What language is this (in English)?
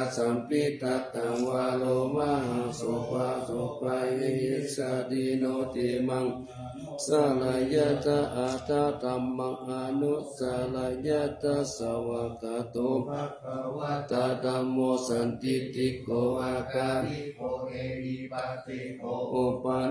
Pali